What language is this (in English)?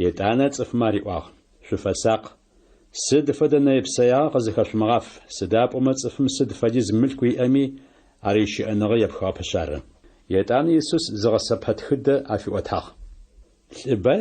Adyghe